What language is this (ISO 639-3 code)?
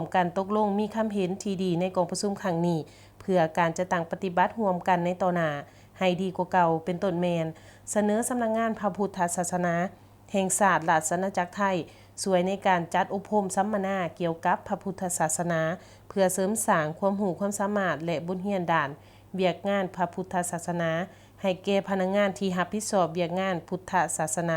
lao